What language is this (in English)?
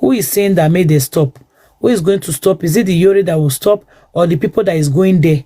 Nigerian Pidgin